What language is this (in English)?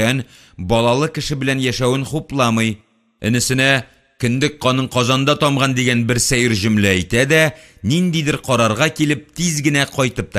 Tatar